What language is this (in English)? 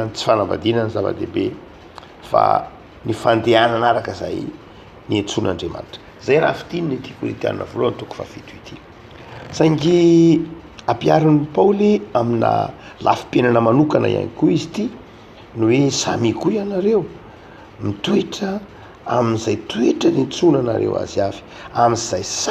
Malagasy